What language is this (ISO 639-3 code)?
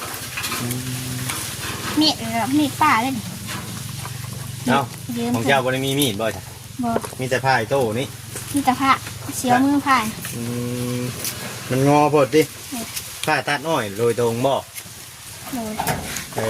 lao